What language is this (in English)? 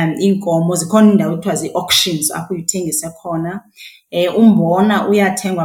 Xhosa